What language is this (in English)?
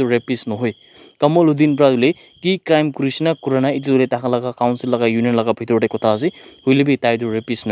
Naga Pidgin